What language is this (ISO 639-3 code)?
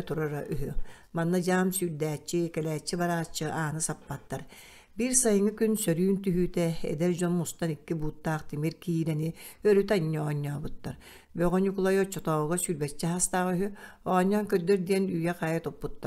sah